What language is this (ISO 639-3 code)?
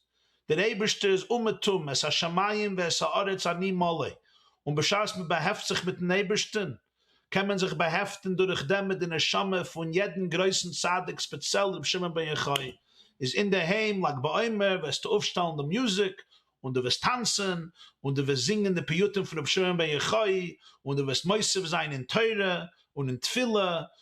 yid